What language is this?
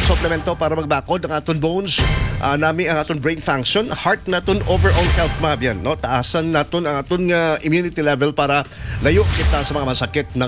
Hiligaynon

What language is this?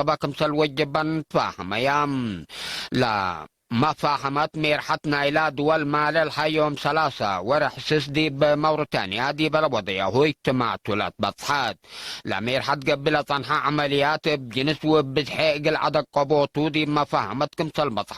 Tigre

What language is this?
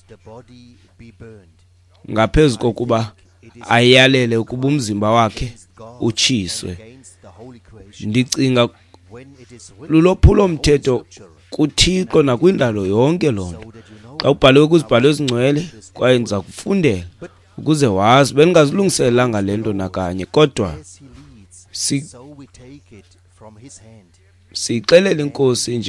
Xhosa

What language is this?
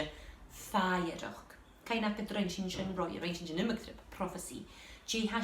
Scottish Gaelic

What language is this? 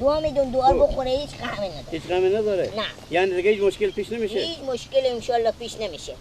Persian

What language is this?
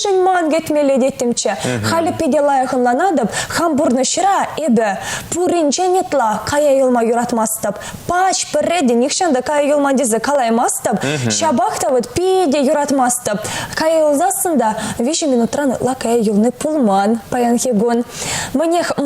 Chuvash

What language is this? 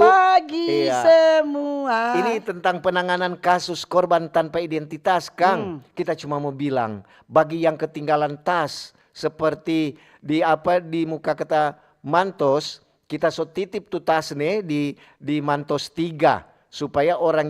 Manado Malay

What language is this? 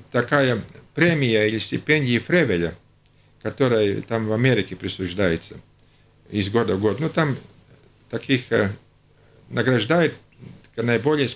Russian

